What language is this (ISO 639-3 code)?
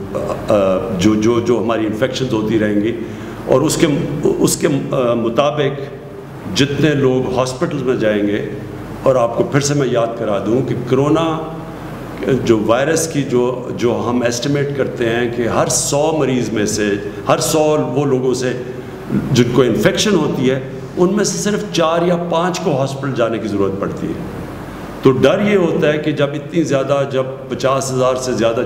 urd